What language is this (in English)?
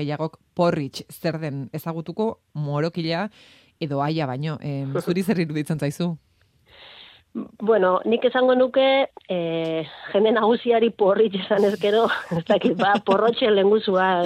Basque